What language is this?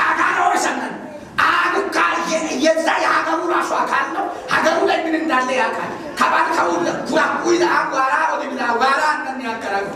Amharic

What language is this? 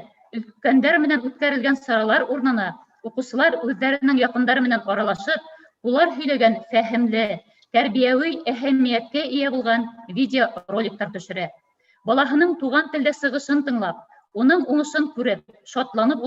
Bashkir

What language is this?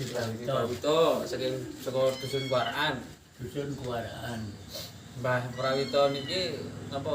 Javanese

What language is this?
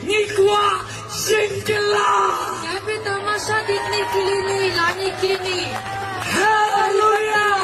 Khasi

